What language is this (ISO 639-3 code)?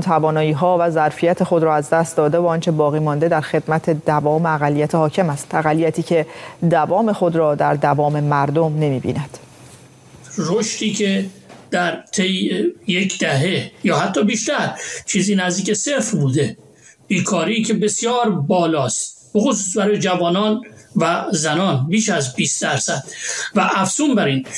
fas